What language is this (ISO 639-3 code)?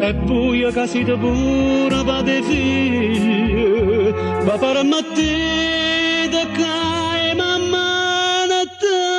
nap